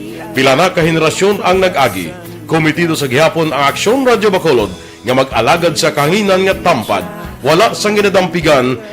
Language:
Hiligaynon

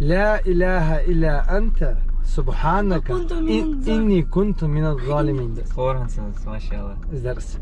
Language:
Ingush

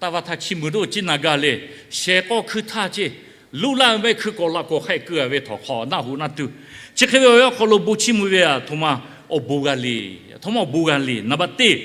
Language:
Lahu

